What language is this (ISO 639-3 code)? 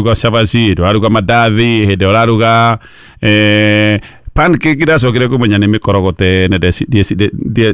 kik